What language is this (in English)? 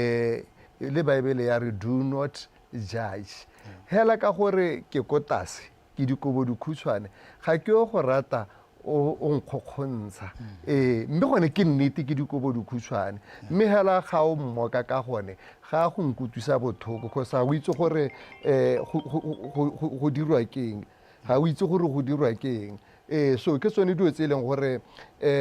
Tswana